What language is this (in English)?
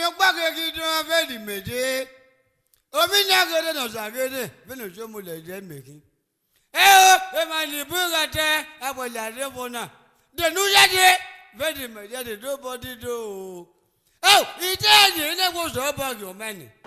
Bini